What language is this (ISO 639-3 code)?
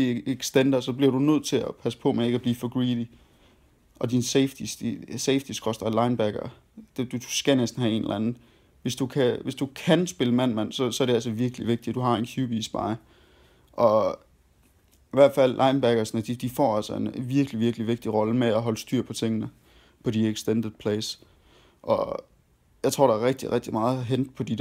dan